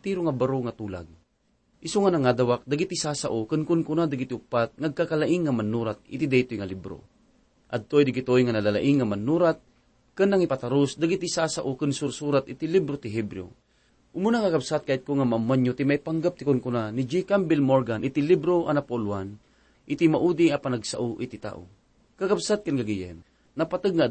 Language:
Iloko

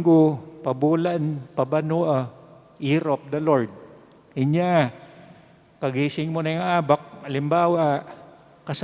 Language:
Pampanga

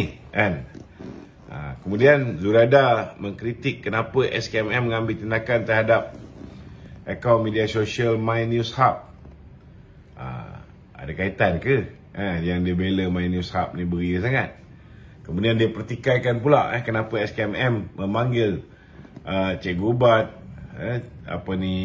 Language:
Malay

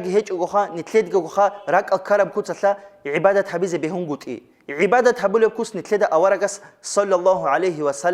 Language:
Avaric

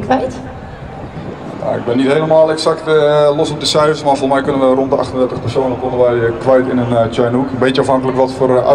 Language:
Dutch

